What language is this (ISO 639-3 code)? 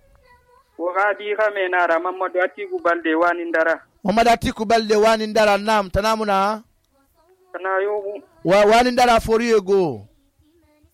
sus